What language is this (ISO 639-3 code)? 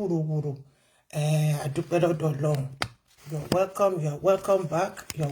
yor